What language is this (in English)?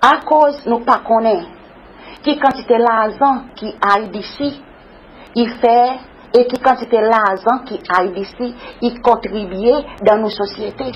Seselwa Creole French